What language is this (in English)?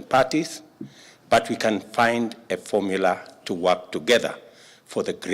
Kamba